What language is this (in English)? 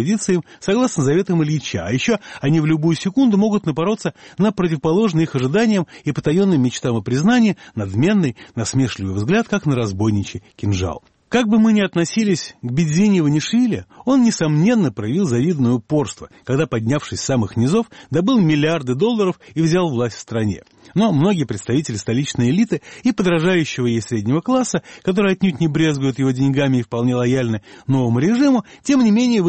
Russian